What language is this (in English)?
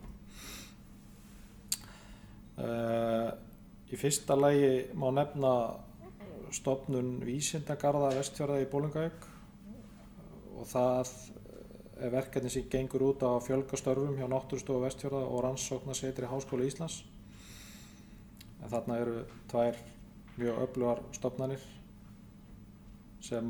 Icelandic